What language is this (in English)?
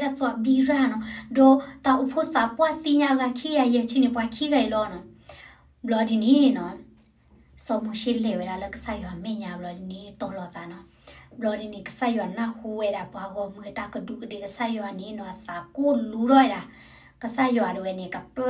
S'gaw Karen